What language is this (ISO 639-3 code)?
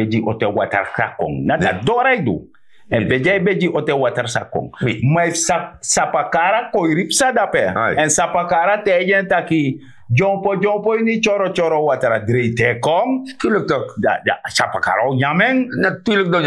srn